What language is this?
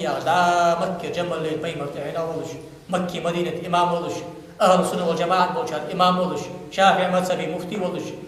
Ingush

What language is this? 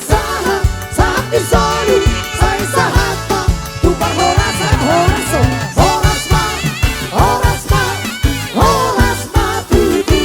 Batak Toba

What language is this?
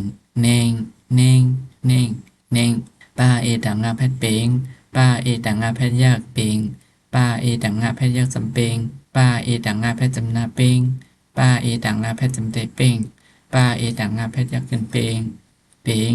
Shan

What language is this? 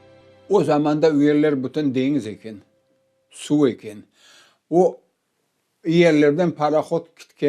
Crimean Tatar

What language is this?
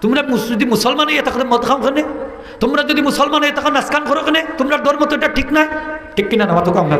Sylheti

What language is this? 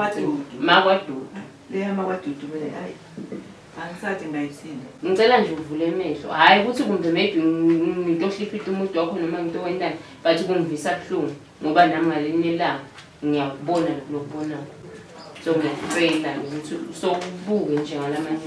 Zulu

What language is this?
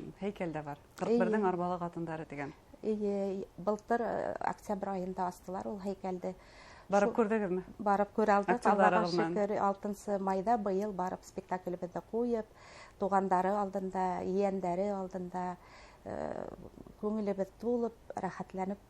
Bashkir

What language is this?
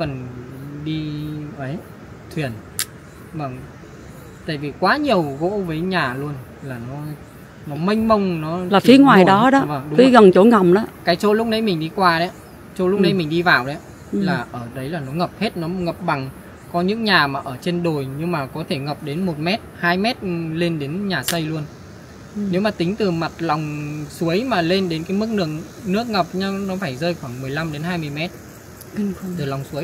Vietnamese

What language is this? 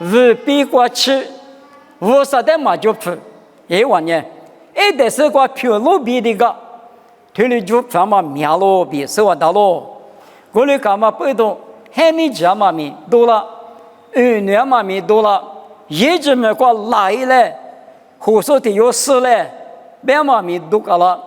Lisu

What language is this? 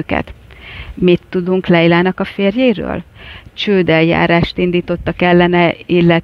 Hungarian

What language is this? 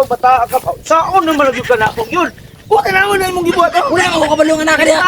Cebuano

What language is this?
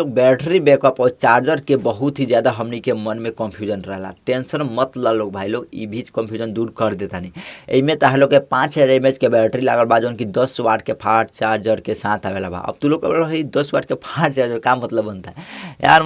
Bhojpuri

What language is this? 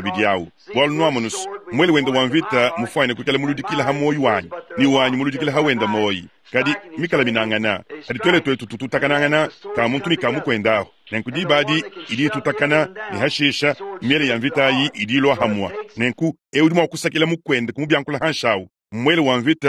Luba-Lulua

